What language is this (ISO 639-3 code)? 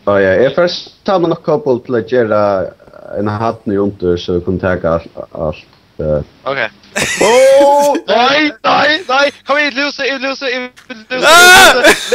fao